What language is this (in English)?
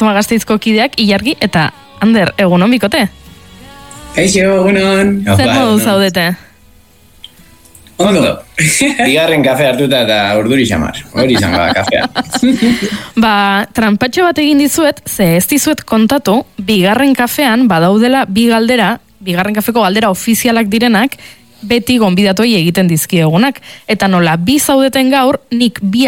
Basque